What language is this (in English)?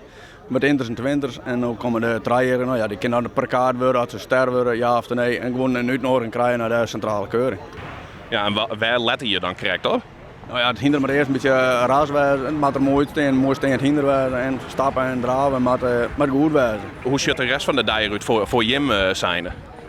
Western Frisian